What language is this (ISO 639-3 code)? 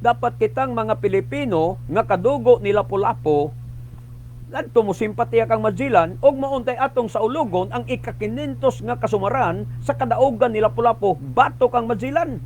ceb